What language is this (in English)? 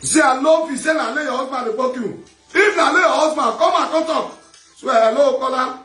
Nigerian Pidgin